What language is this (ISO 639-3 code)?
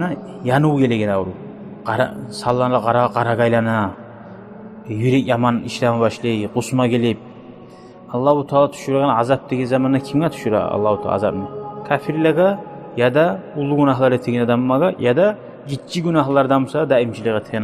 kum